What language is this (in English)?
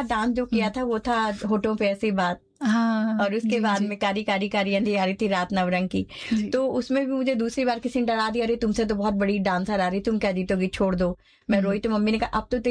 Hindi